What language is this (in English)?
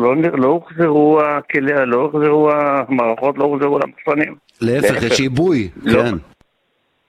Hebrew